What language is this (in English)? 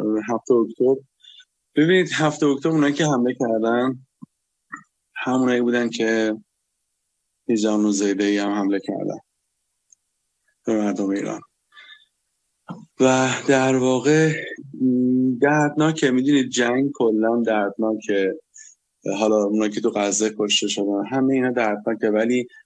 Persian